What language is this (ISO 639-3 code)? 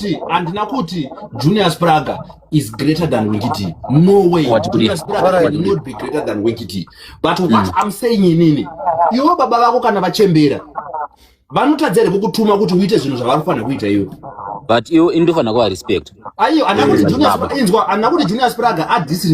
sna